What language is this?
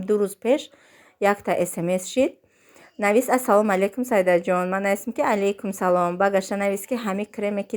Tajik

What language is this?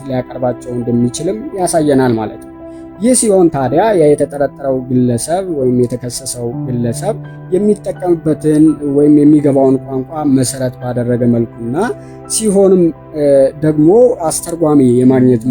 Amharic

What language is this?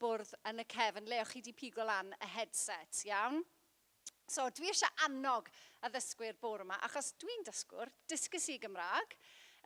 Welsh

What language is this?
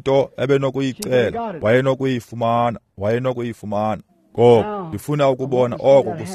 Xhosa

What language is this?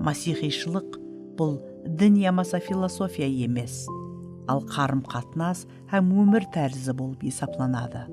Kara-Kalpak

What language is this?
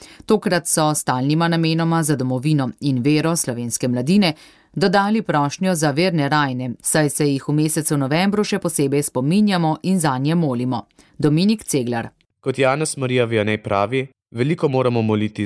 Slovenian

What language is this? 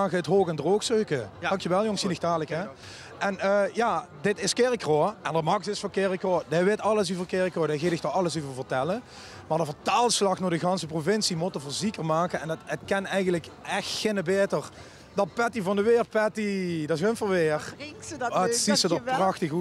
Limburgish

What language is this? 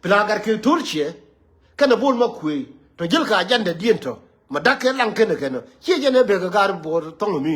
Nuer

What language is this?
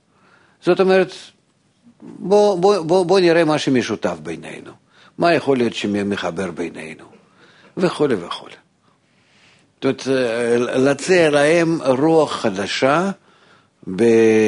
Hebrew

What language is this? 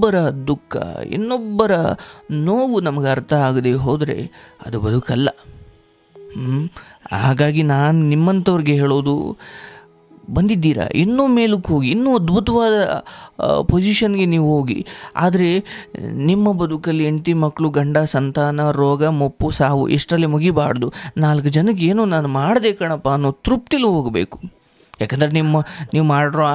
Kannada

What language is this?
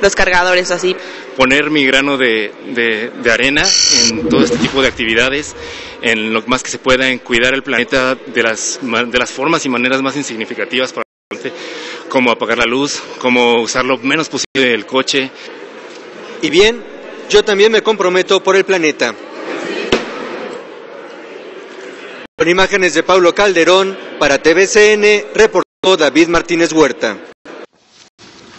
Spanish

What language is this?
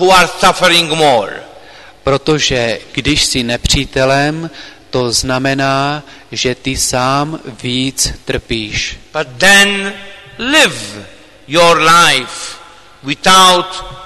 Czech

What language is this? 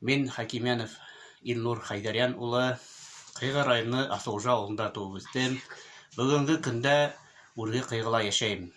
Bashkir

